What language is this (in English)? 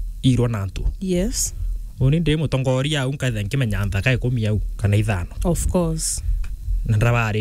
Meru